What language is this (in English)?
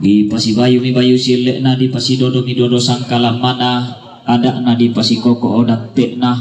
Toraja-Sa'dan